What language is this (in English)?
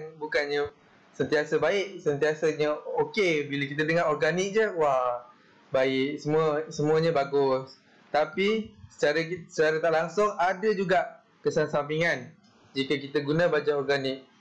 Malay